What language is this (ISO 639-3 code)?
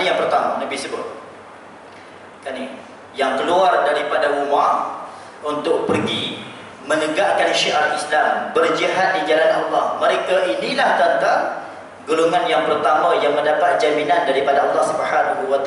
msa